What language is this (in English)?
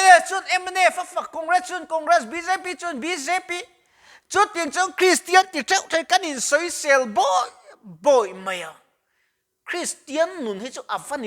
Mizo